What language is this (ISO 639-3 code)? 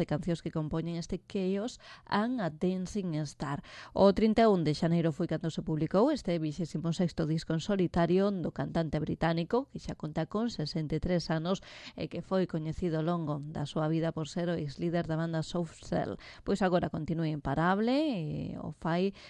glg